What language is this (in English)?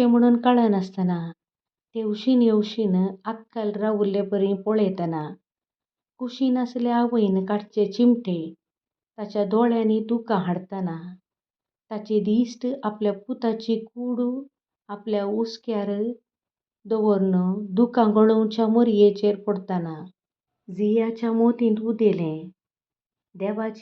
Konkani